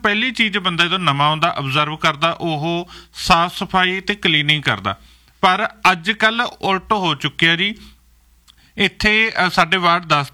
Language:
Punjabi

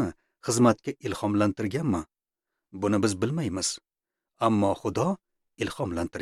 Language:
Uzbek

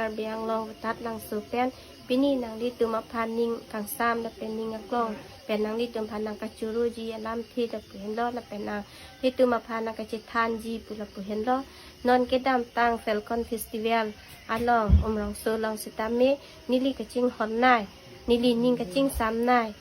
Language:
Karbi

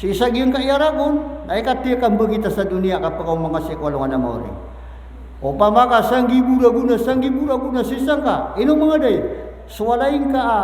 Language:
Maranao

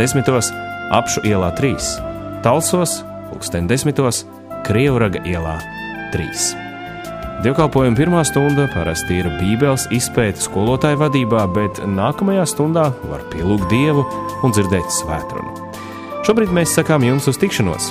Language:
Latvian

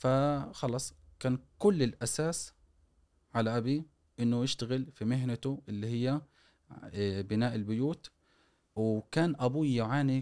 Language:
Gulf Arabic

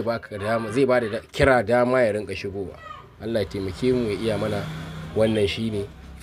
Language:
Hausa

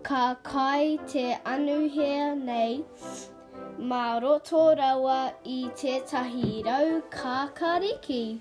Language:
Māori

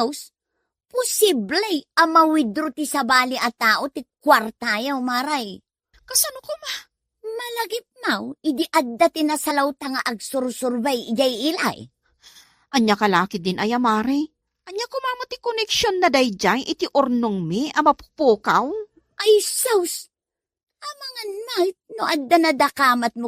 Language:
Iloko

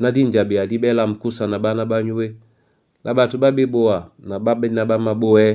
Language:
Duala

